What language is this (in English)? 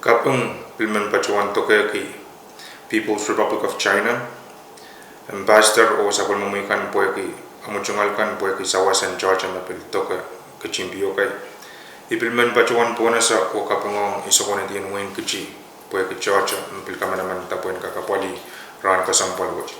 Pohnpeian